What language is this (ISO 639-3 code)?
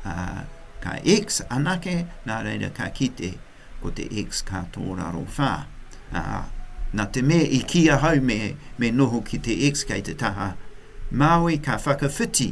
mri